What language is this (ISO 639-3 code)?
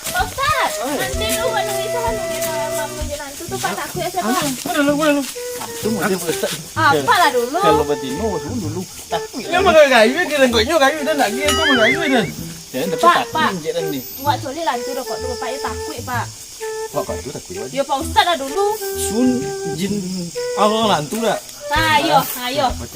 min